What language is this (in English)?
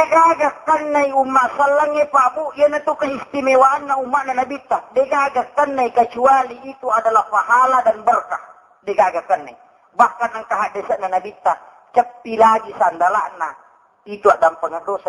Buginese